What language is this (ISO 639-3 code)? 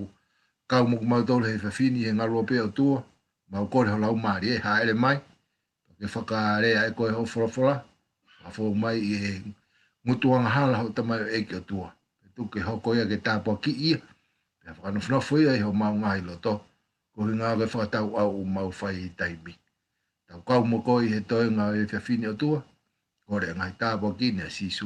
ton